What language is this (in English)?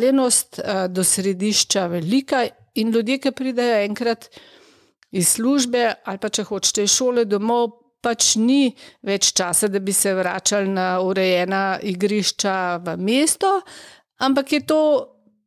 Slovenian